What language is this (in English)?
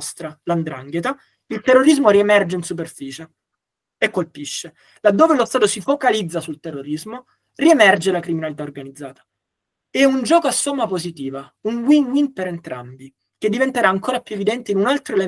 Italian